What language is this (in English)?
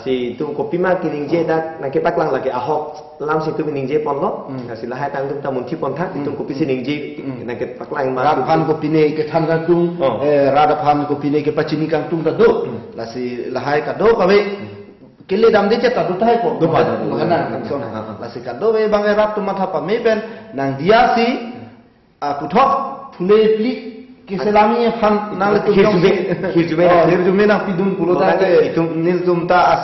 Karbi